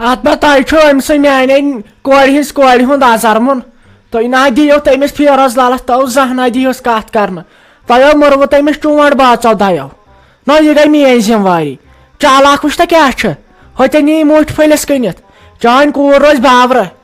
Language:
Kashmiri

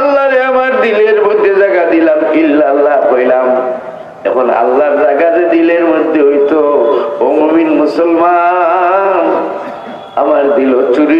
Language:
Sylheti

